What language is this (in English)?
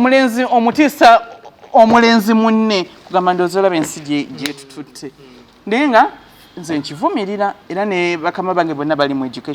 Ganda